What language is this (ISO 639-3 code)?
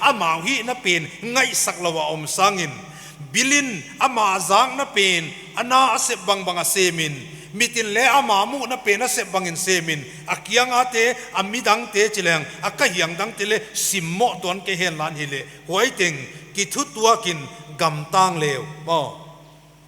pck